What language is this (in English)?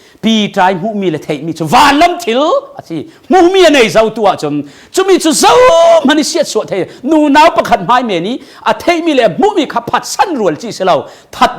Falam Chin